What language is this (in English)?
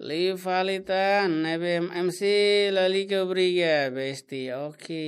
Tetum